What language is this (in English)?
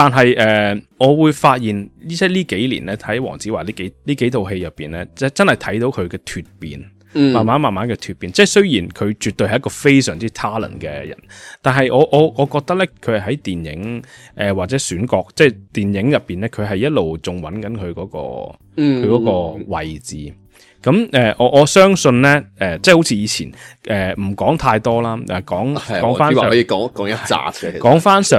Cantonese